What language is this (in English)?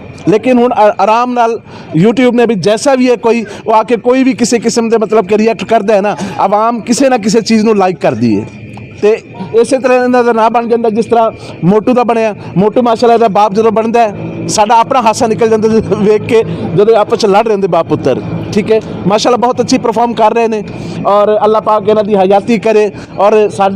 Western Panjabi